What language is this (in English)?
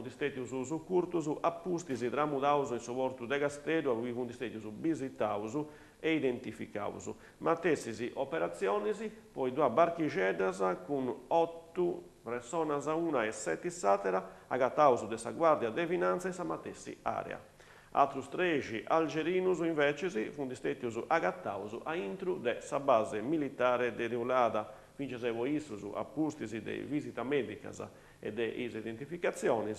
Sardinian